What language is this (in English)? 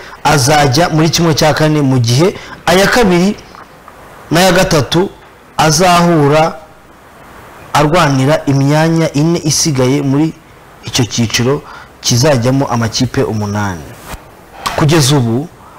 Kinyarwanda